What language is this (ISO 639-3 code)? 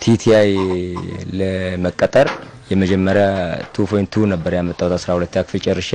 amh